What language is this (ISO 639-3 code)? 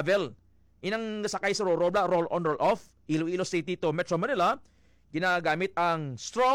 hil